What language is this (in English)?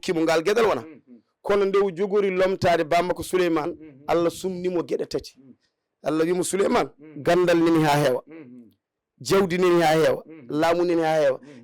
Fula